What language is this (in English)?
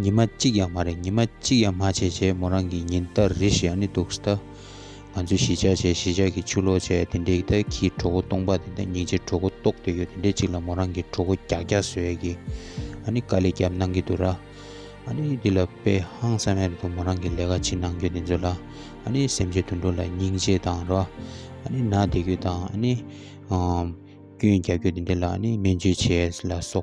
Tibetan